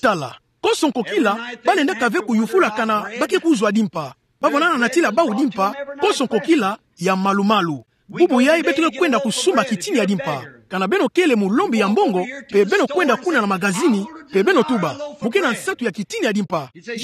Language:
Kituba (Democratic Republic of Congo)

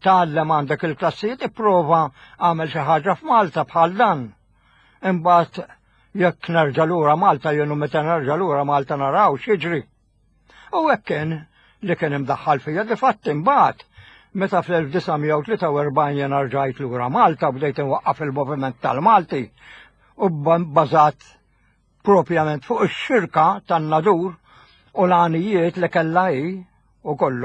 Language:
Maltese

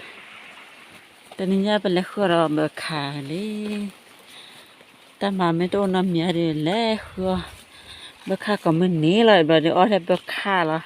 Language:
S'gaw Karen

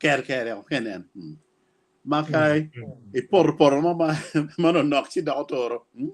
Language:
Acoli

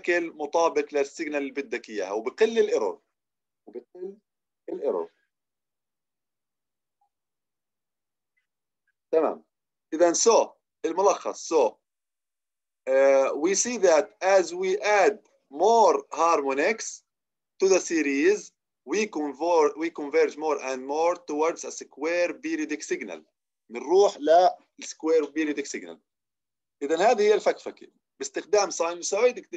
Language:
South Levantine Arabic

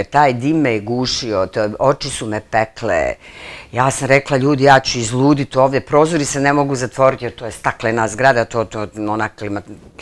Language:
Bosnian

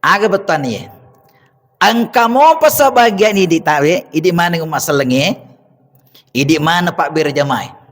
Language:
Buginese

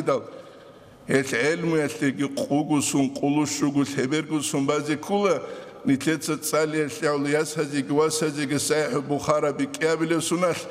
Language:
Avaric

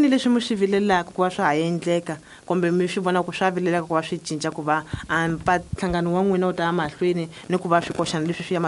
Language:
Tsonga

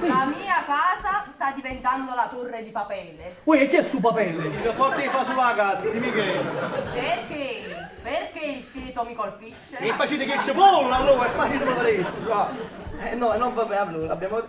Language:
Neapolitan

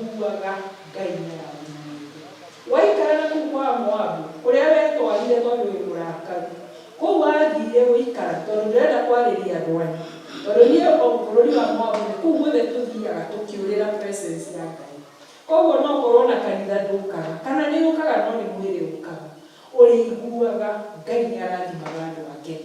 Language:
Kikuyu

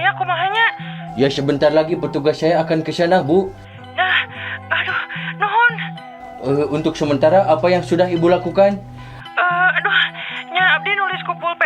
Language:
Sundanese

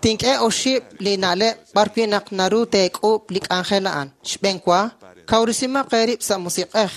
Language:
Kekchí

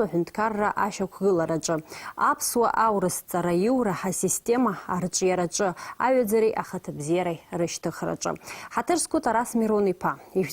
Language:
Abkhazian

